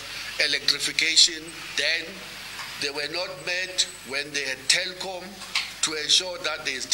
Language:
English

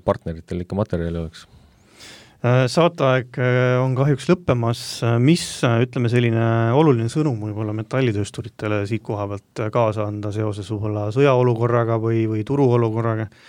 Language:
Estonian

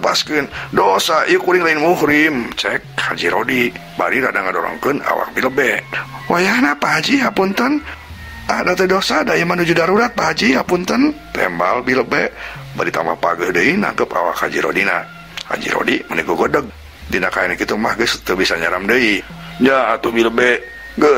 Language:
Sundanese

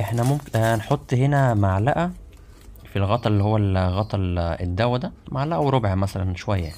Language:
Egyptian Arabic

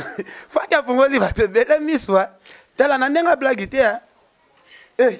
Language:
Lingala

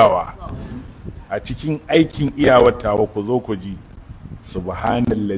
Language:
Hausa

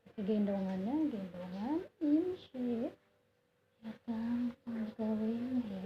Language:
Betawi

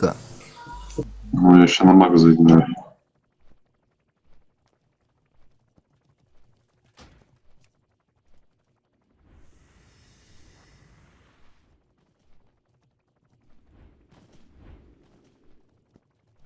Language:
Russian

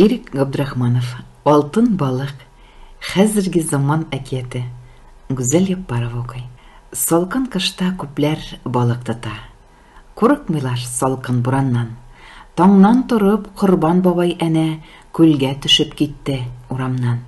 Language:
Tatar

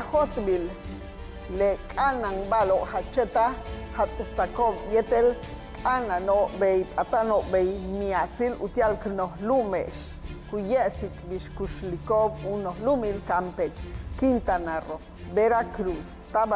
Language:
Yucateco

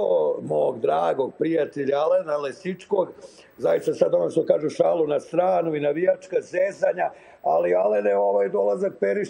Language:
Croatian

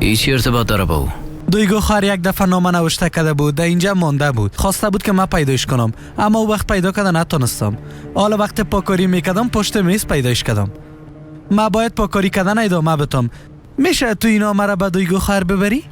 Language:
Persian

